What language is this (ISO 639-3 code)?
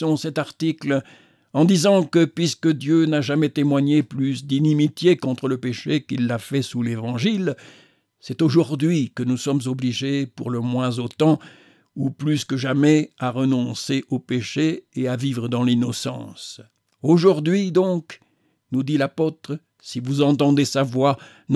fra